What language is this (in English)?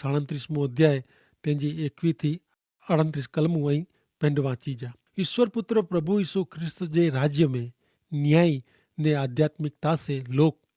Kachhi